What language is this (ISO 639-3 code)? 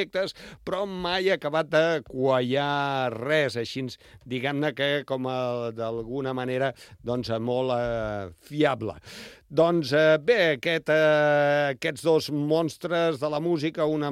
cat